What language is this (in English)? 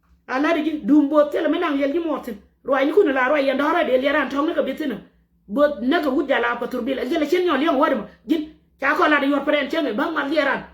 Nuer